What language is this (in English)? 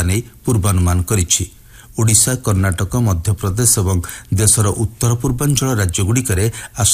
Odia